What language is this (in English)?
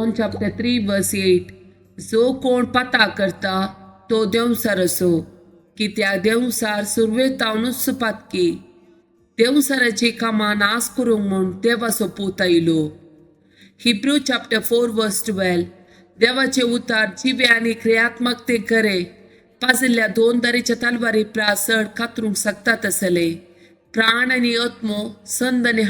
Konkani